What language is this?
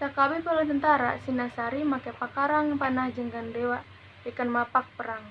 Sundanese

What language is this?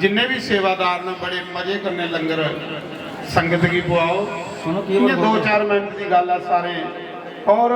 Dogri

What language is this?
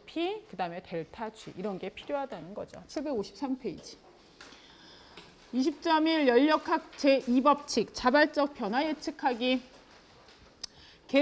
Korean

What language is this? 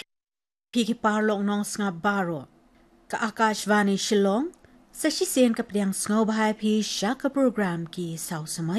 Khasi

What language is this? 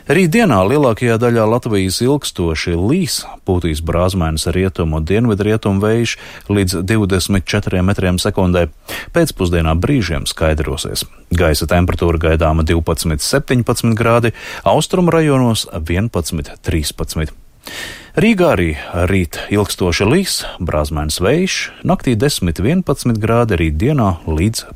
Latvian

